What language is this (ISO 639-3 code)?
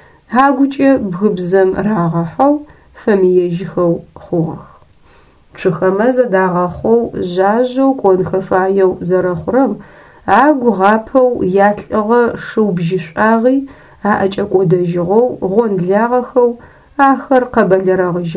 ady